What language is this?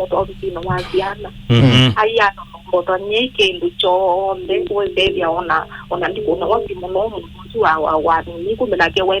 Kamba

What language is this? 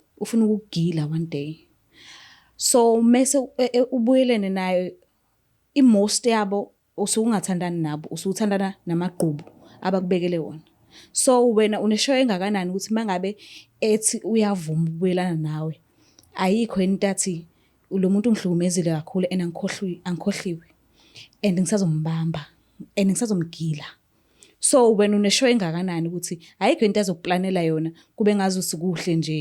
Zulu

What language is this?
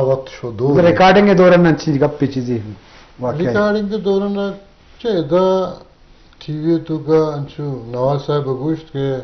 Eastern Balochi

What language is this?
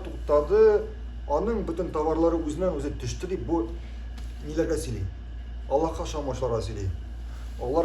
Tatar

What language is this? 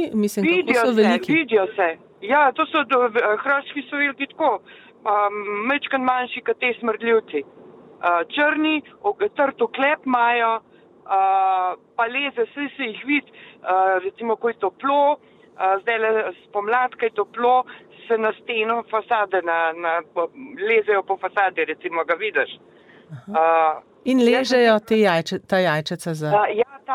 Slovenian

